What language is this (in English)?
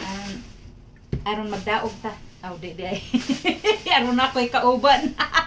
Cebuano